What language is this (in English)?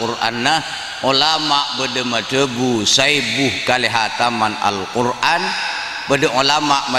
Madurese